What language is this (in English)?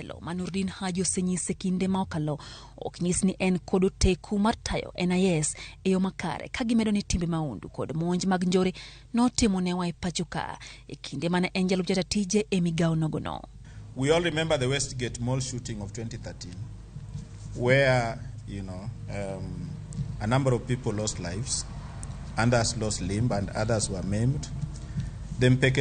Luo (Kenya and Tanzania)